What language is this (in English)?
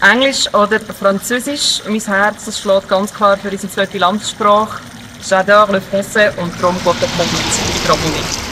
Swiss German